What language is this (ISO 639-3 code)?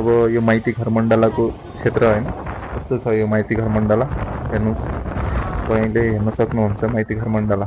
nep